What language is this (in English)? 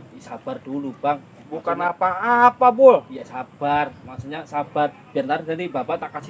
Betawi